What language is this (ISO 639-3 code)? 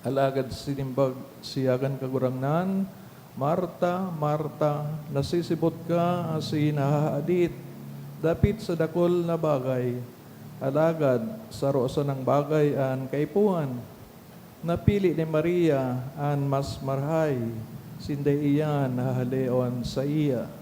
bik